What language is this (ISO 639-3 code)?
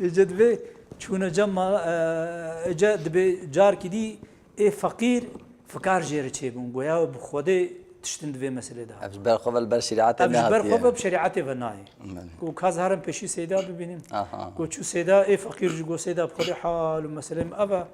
kur